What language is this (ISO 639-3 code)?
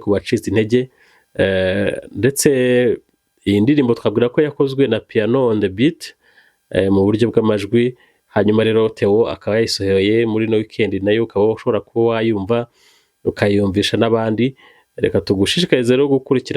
kin